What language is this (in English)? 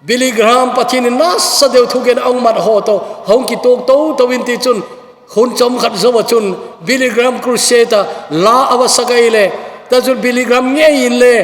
Thado Chin